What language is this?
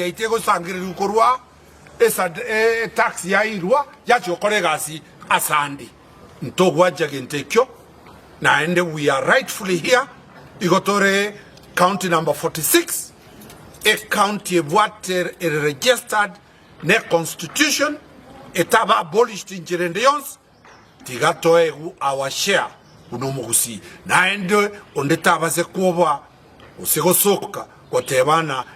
Gusii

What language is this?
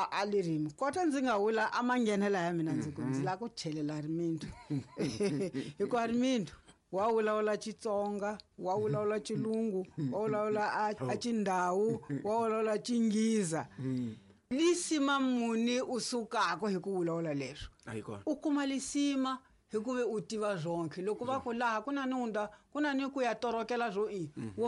Tsonga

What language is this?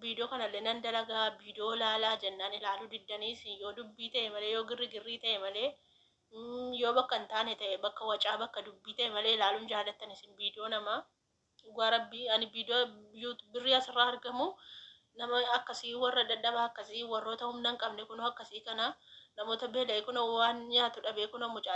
Oromo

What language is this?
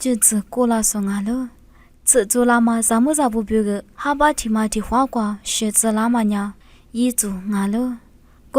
Lisu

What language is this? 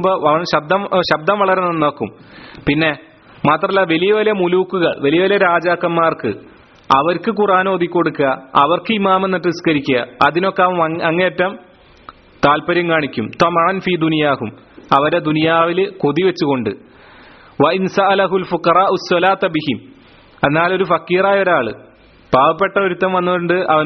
Malayalam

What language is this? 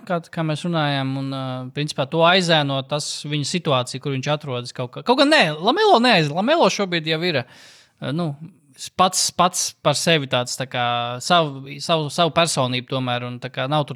Latvian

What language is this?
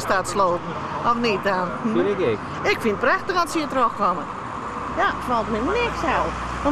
Western Frisian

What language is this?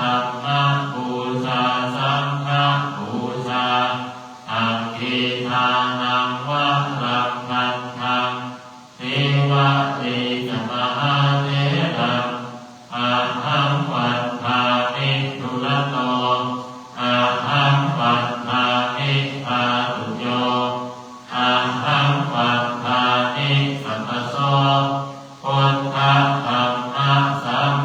Pali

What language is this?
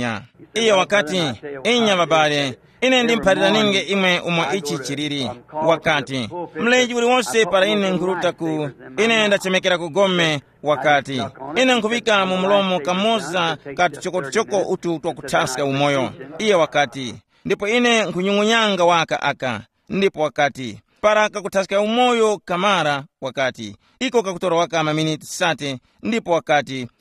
Tumbuka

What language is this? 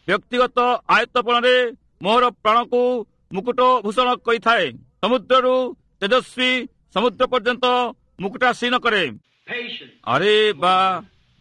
Odia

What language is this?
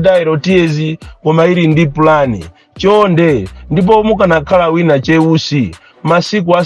Nyanja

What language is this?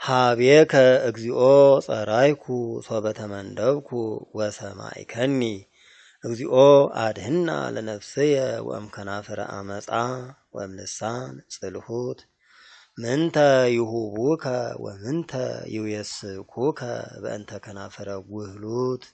Geez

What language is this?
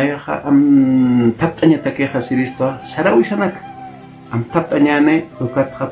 Aymara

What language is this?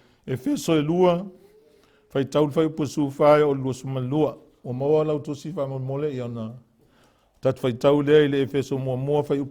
Samoan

